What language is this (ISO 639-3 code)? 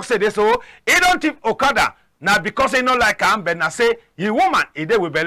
wes